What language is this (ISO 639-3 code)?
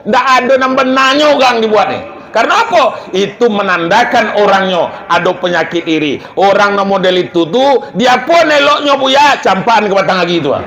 min